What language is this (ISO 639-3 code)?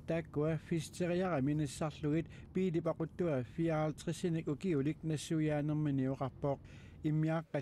kal